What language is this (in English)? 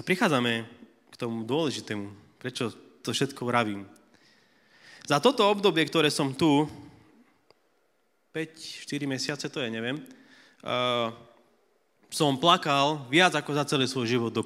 Slovak